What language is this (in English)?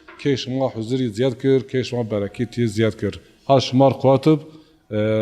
Zaza